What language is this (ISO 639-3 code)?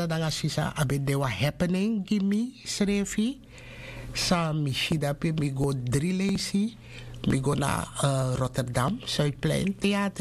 srn